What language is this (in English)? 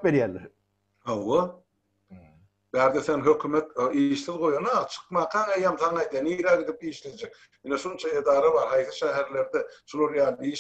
Turkmen